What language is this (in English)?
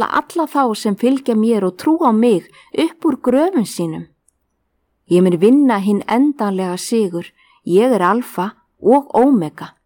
Icelandic